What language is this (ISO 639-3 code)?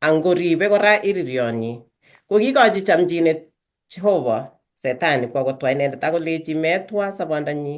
kln